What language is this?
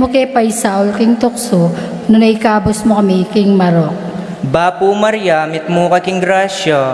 Pampanga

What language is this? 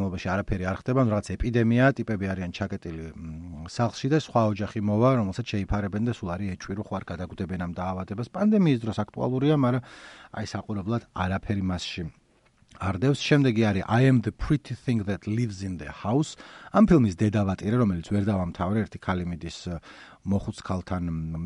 Georgian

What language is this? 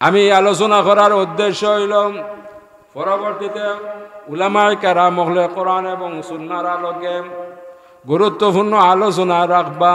Sylheti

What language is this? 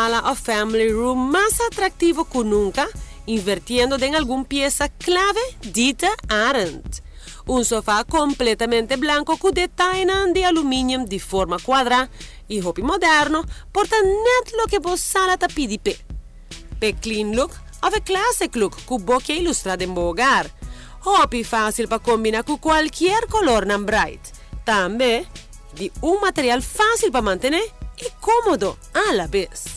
Papiamento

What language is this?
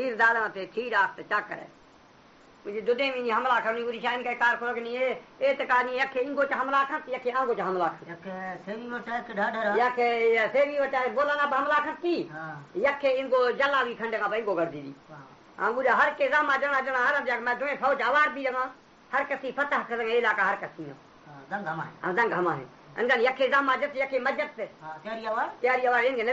Baluchi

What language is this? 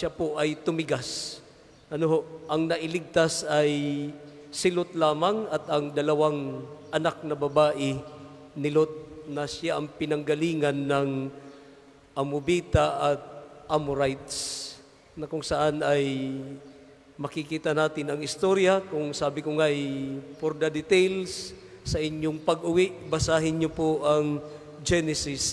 Filipino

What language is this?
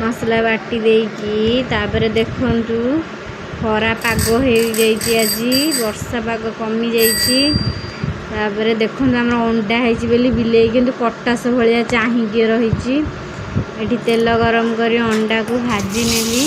Odia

